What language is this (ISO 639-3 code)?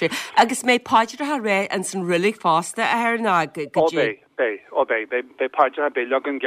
gle